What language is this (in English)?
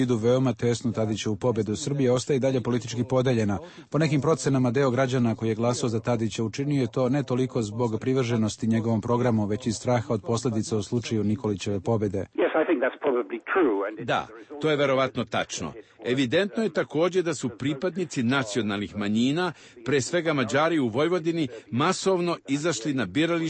Serbian